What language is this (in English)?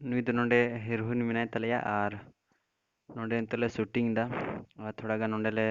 Santali